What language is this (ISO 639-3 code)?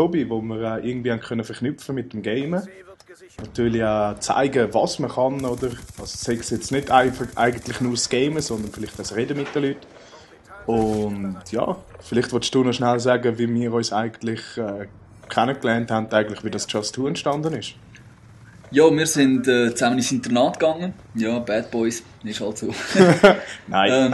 gsw